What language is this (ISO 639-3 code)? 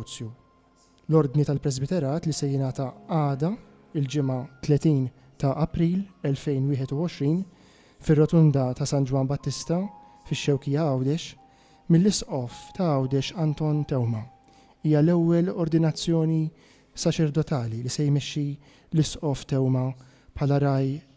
mlt